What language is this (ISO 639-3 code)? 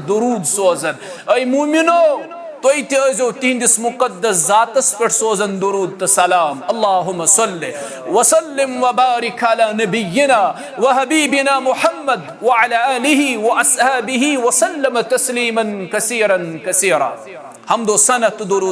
kas